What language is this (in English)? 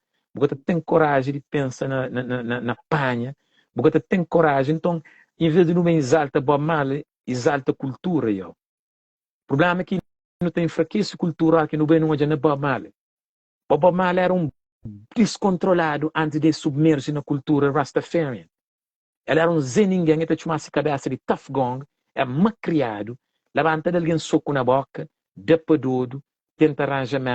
Kabuverdianu